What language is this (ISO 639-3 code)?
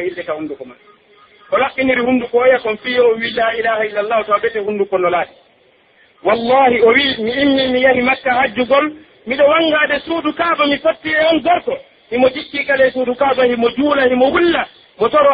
fuf